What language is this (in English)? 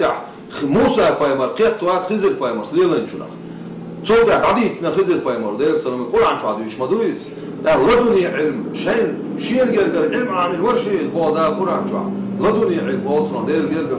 Chechen